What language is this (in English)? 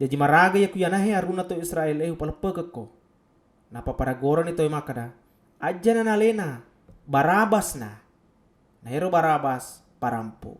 Buginese